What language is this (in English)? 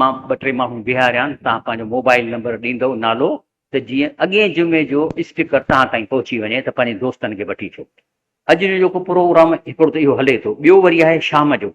Sindhi